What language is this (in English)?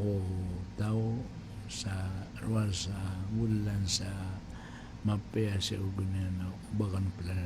Maranao